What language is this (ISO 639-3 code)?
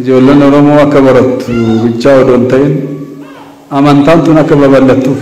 orm